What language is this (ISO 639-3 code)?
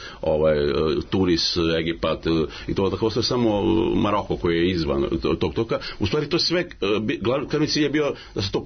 srp